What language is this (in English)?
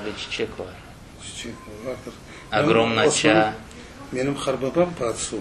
Crimean Tatar